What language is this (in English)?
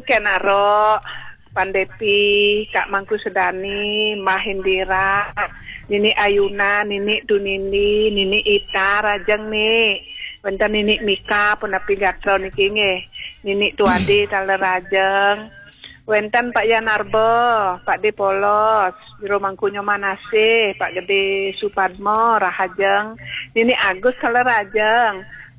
Balinese